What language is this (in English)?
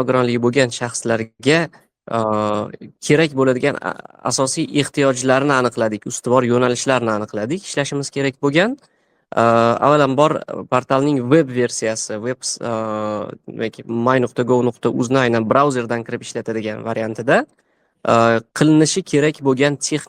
Uzbek